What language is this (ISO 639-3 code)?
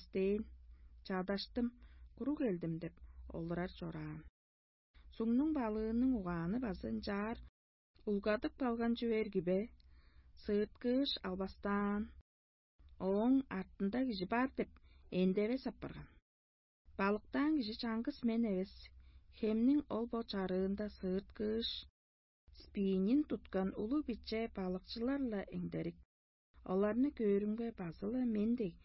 tyv